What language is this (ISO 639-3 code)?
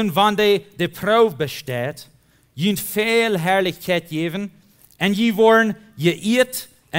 pdt